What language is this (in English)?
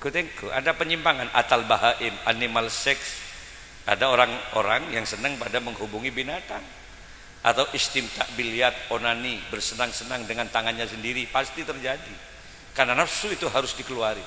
Madurese